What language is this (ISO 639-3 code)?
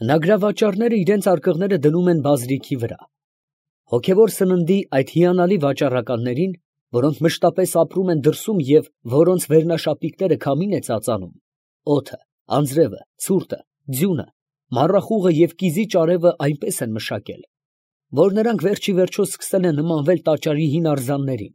hye